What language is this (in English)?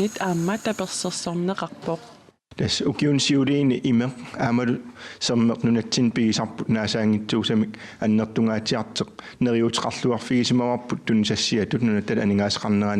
Kalaallisut